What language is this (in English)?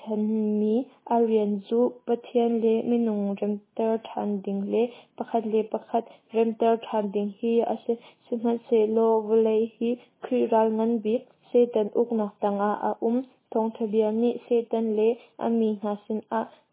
Hakha Chin